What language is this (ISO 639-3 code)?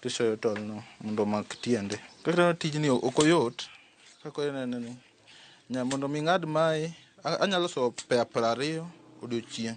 luo